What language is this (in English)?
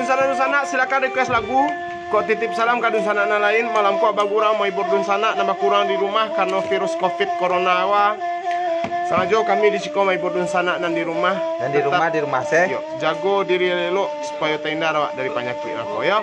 Minangkabau